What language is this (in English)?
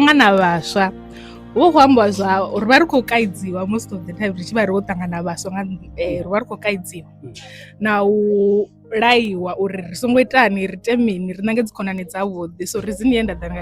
Venda